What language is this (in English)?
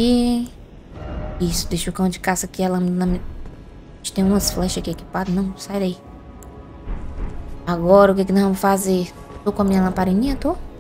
Portuguese